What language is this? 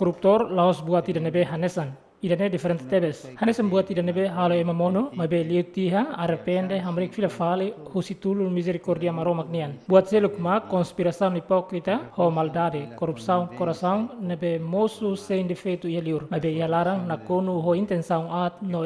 Tetum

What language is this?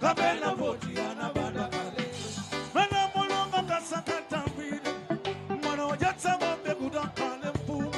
Nyanja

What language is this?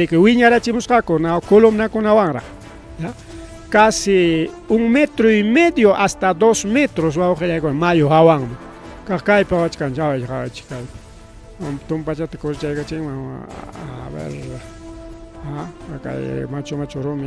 Ayacucho Quechua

